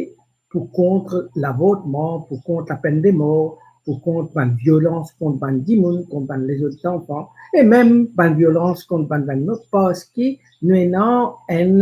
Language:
Morisyen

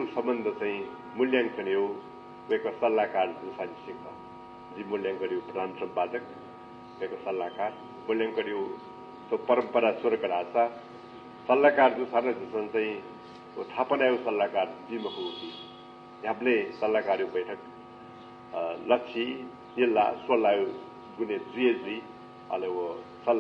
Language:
Newari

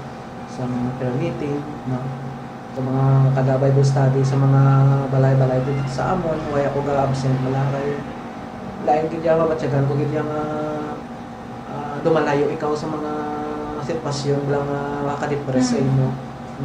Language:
Hiligaynon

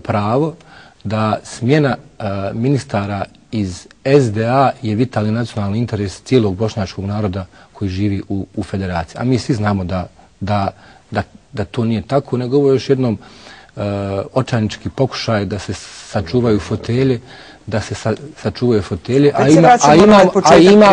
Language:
Bosnian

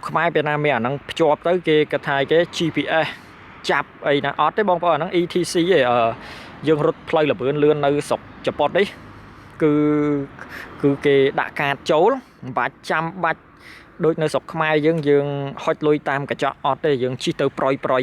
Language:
Khmer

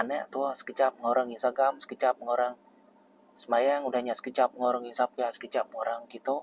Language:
Iban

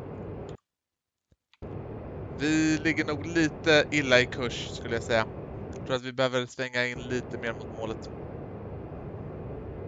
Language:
Swedish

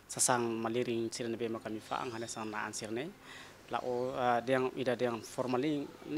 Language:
Tetum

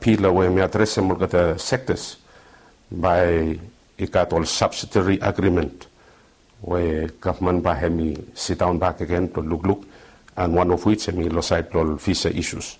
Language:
Bislama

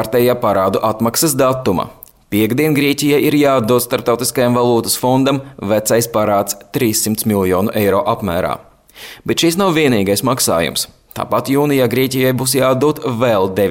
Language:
Latvian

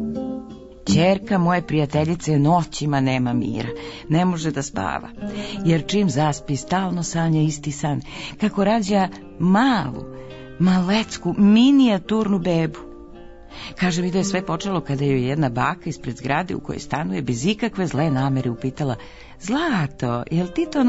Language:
Serbian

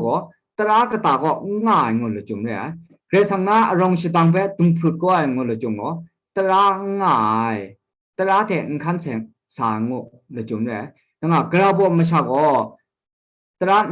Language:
Kachin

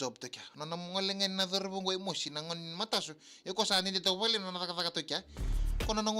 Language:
Fijian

